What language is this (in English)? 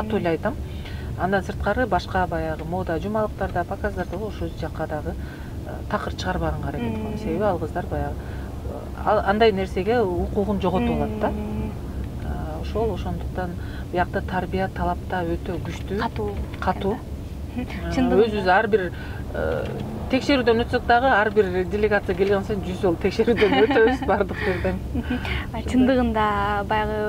Kyrgyz